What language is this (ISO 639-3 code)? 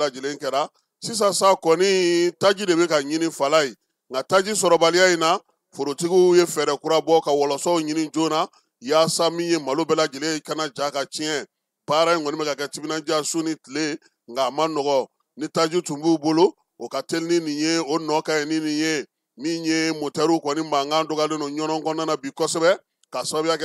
bam